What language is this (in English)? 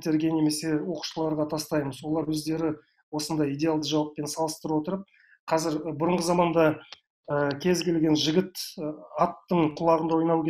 Kazakh